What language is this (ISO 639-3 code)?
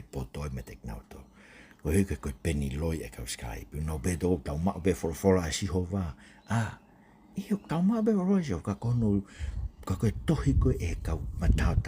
ton